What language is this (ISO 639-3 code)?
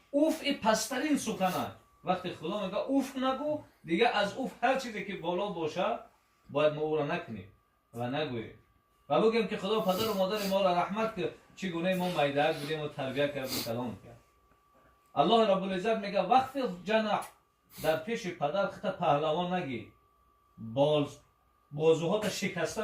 tgk